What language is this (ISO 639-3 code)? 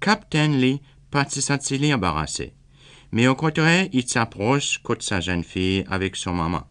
crs